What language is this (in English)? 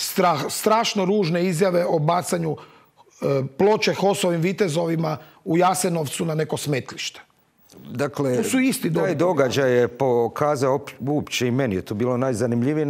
Croatian